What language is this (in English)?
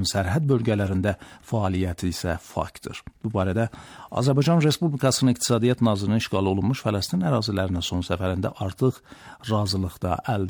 Azerbaijani